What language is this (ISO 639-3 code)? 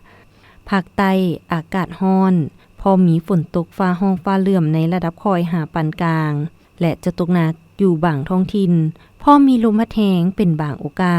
lao